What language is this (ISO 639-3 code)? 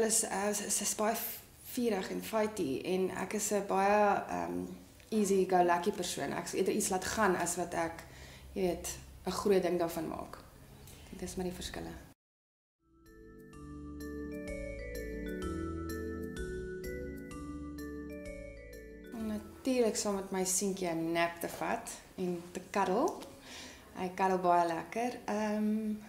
afr